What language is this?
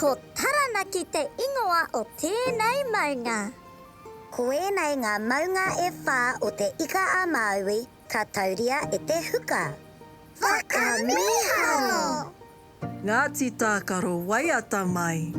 Māori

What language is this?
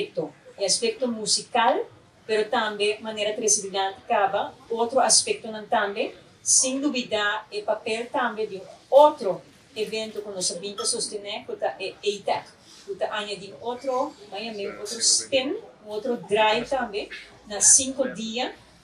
Papiamento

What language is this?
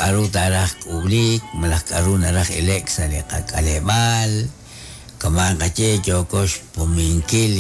Kekchí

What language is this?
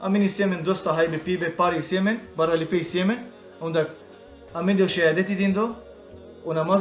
Balkan Romani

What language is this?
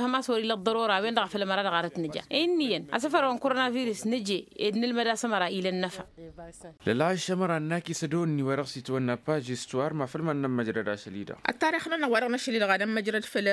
Tamasheq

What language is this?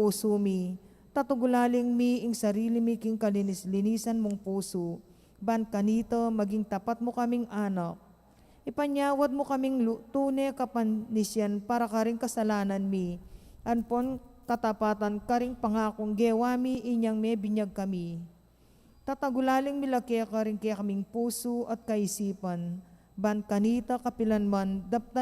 Pampanga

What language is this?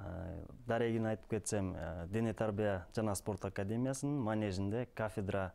Kyrgyz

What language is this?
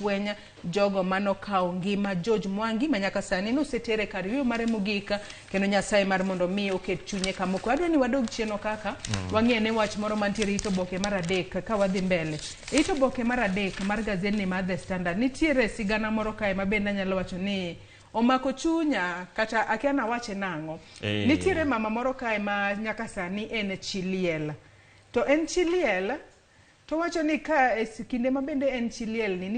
Luo (Kenya and Tanzania)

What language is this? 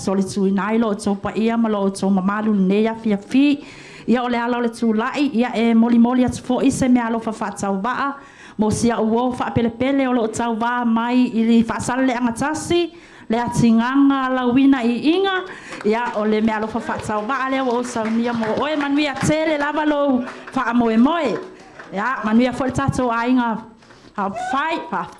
Samoan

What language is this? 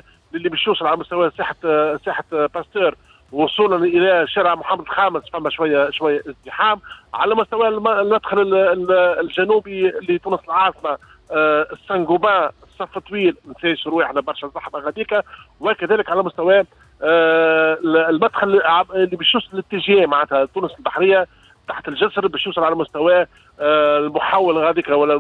Tunisian Arabic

